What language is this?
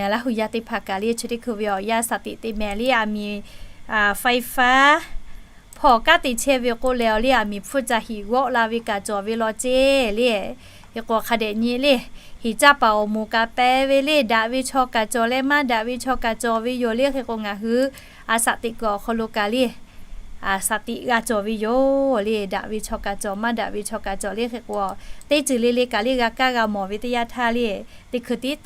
Lahu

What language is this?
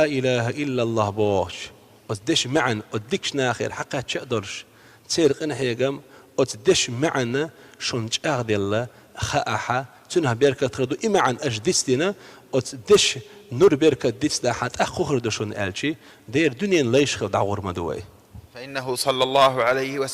Chechen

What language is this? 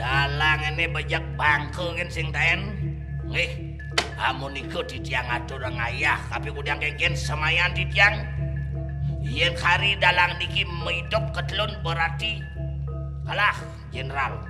Balinese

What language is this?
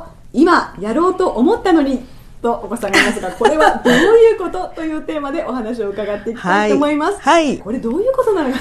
Japanese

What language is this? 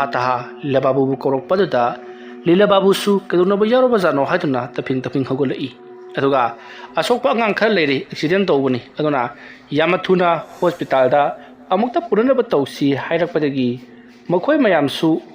Manipuri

